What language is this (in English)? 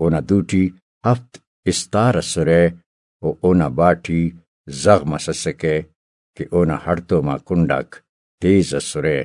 Brahui